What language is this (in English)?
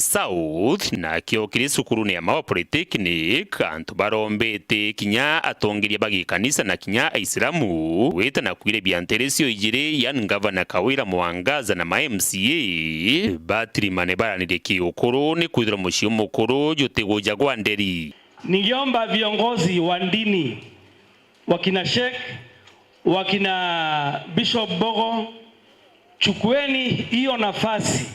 Meru